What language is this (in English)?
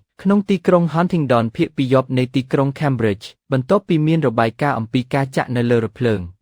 Khmer